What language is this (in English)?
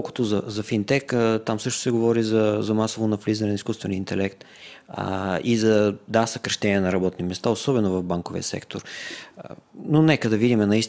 Bulgarian